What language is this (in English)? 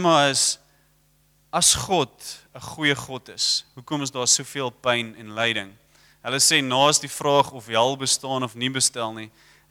Afrikaans